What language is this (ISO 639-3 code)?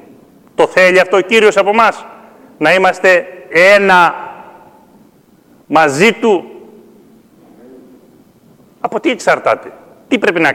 ell